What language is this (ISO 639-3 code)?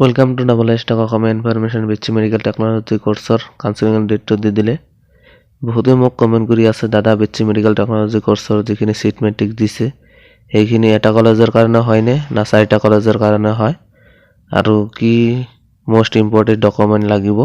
asm